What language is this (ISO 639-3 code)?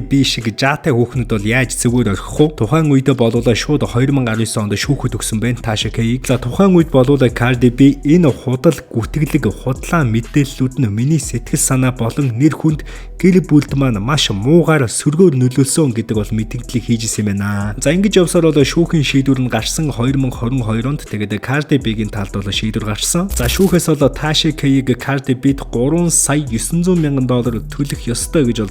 mon